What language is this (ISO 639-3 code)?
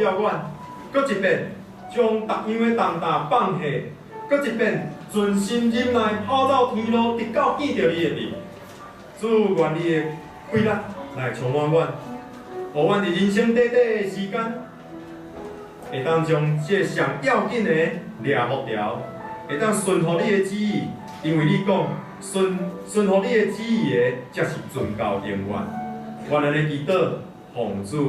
nan